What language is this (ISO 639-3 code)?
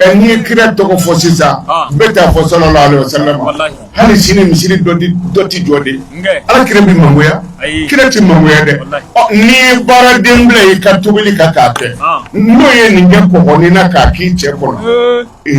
bam